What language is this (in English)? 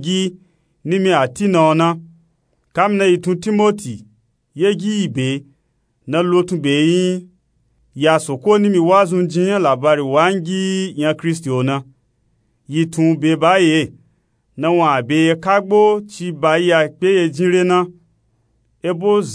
Nupe-Nupe-Tako